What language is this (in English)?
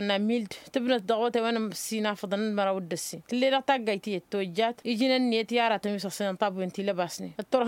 Tamasheq